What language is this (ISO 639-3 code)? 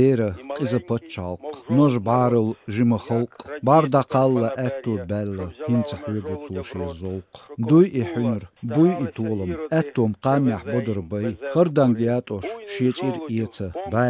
che